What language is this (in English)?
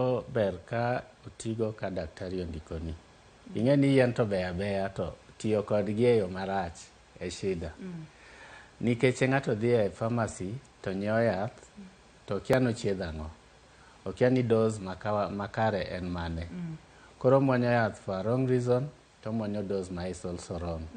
Luo (Kenya and Tanzania)